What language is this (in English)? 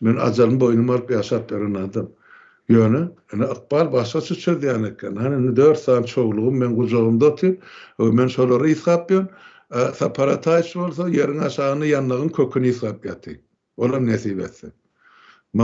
Turkmen